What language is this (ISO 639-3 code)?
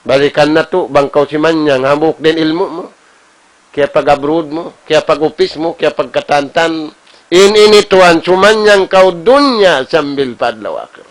tsg